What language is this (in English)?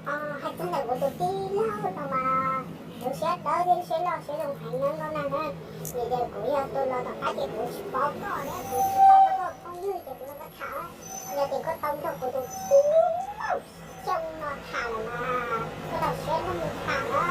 Hmong